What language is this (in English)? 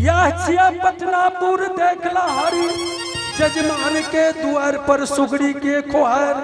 Angika